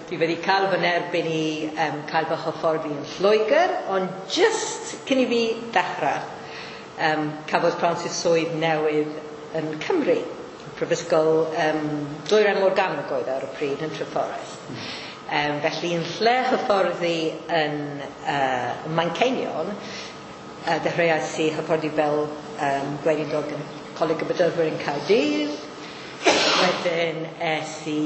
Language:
Welsh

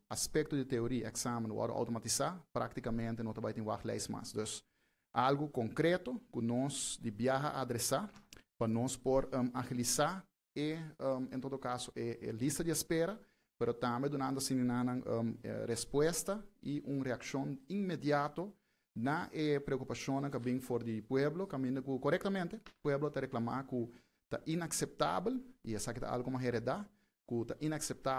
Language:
Papiamento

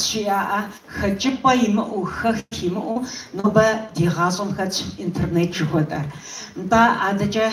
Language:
Kabardian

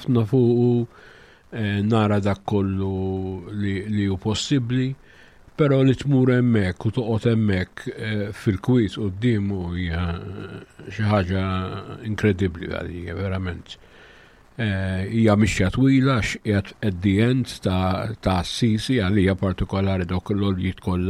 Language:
Maltese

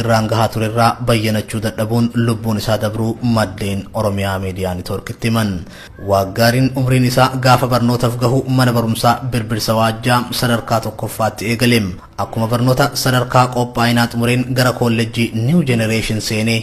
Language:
Oromo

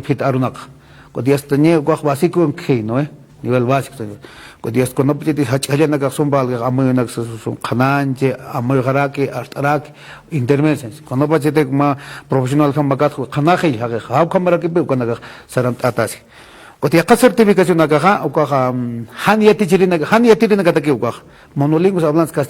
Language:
Aymara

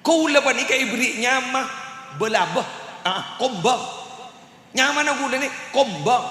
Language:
Madurese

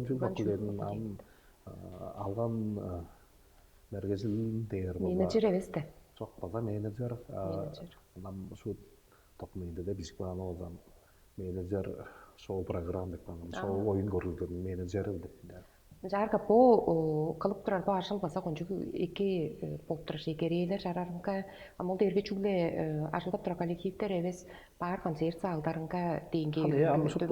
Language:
Tuvinian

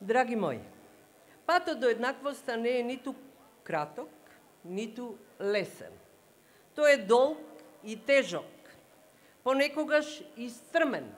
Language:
Macedonian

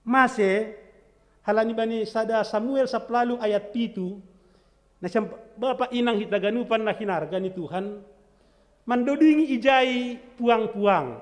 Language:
Batak Simalungun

